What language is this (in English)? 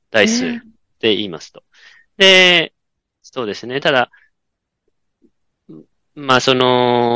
Japanese